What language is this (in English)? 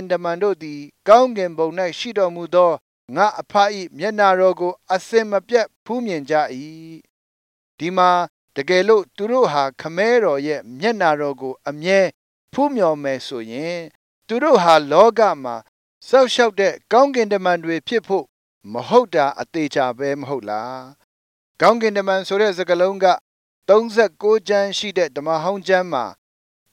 Burmese